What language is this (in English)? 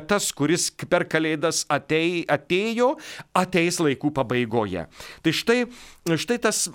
Lithuanian